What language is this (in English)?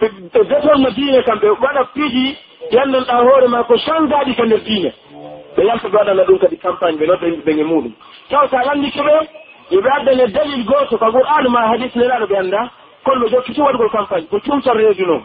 Pular